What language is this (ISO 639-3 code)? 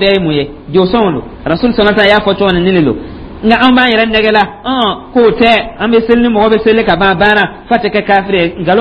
dyu